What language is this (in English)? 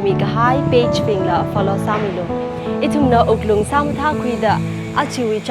Tangkhul Naga (India)